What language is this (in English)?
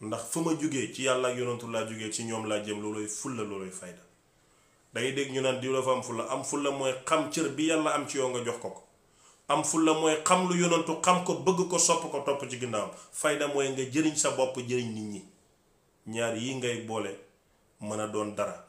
Wolof